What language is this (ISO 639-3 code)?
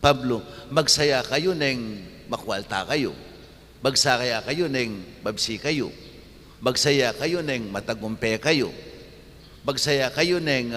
pam